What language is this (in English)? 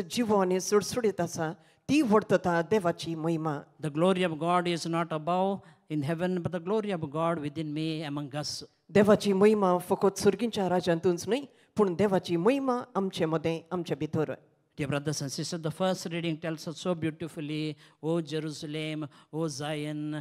Konkani